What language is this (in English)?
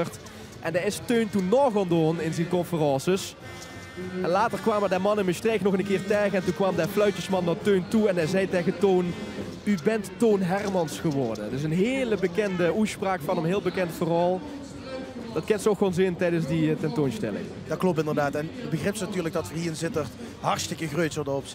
Limburgish